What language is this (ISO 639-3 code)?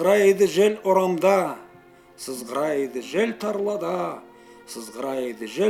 krc